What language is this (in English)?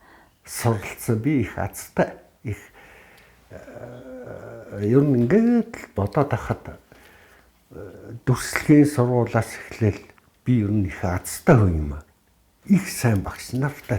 Mongolian